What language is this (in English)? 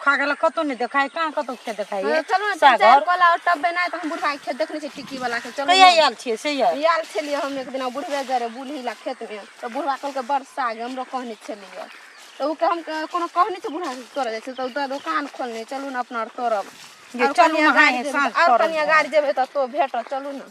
Maithili